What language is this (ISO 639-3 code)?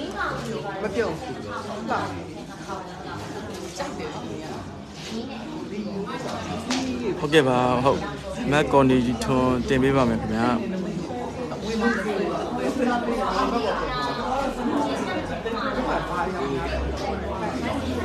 mya